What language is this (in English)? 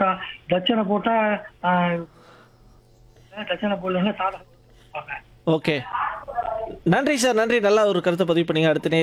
Tamil